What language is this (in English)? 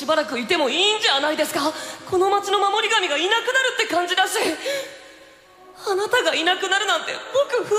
Japanese